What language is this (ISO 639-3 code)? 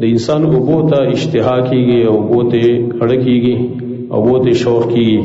pus